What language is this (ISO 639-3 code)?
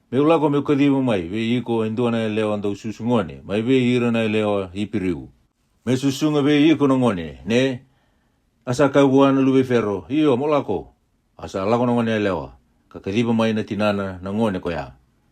fij